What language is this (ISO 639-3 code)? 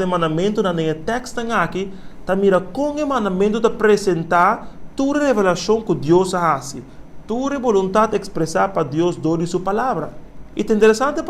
pap